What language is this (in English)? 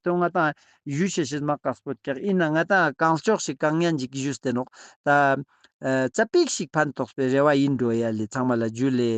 Ladakhi